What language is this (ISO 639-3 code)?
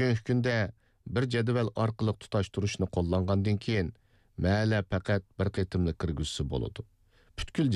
uig